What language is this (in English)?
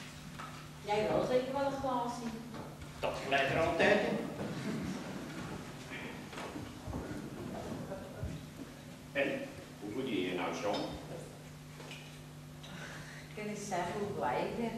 Dutch